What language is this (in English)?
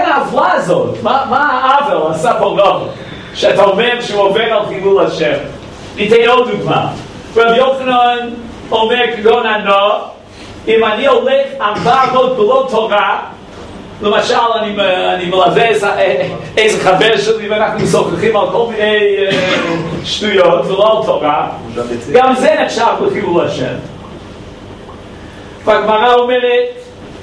Hebrew